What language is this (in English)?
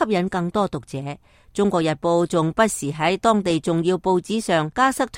Cantonese